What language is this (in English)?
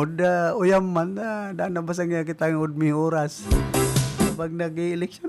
Bikol